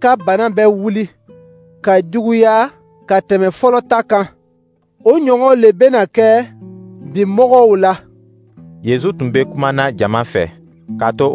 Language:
Dyula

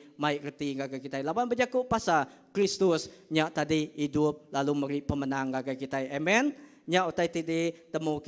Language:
Iban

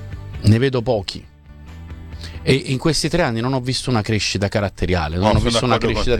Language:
Italian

